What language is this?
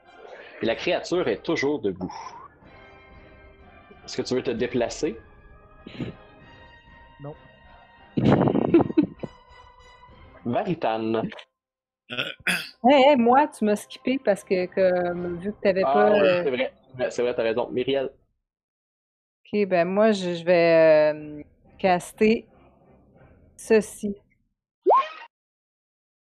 French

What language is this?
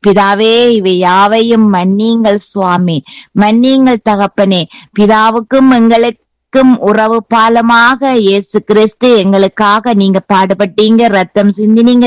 Tamil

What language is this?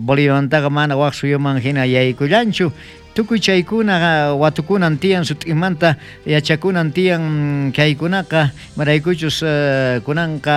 South Bolivian Quechua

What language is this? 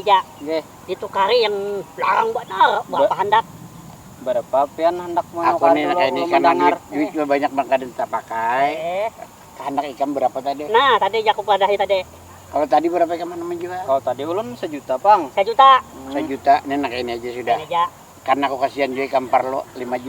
Banjar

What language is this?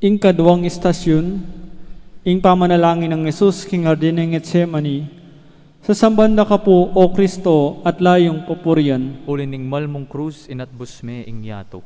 Pampanga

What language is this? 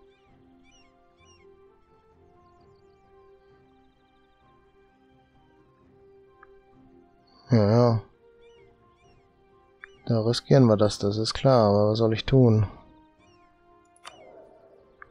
German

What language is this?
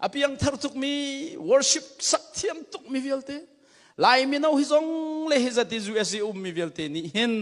Hakha Chin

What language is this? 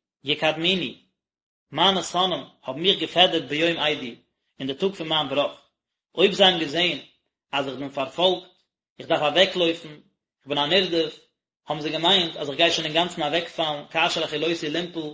Yiddish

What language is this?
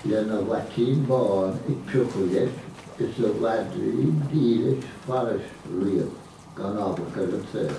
Irish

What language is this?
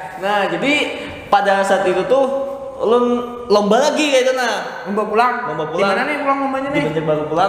Banjar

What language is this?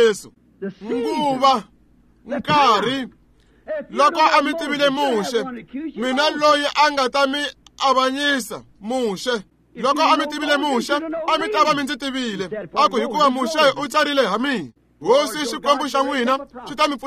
Tsonga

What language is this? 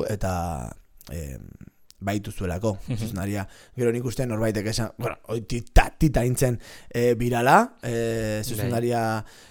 Basque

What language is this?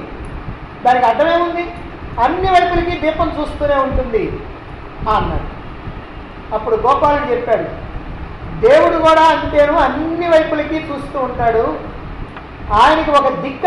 Telugu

